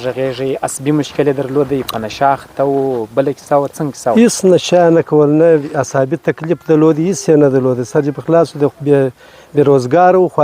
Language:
Pashto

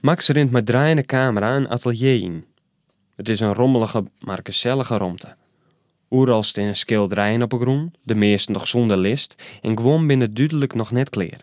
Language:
Western Frisian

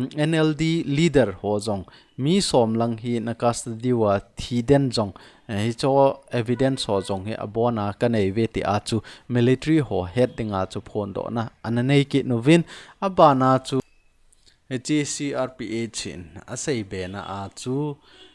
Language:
Thado Chin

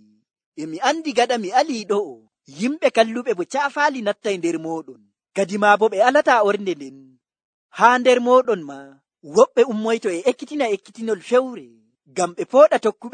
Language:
Nigerian Fulfulde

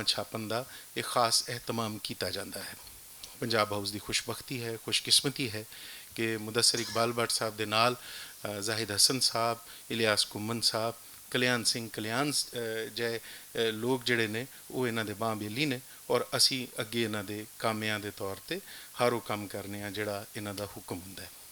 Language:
Western Panjabi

